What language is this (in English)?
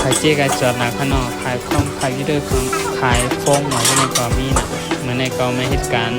Shan